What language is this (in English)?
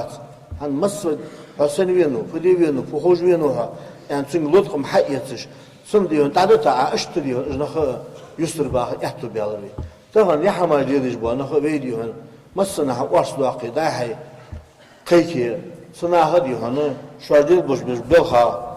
Ingush